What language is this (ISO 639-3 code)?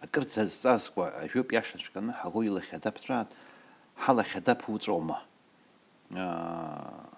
abk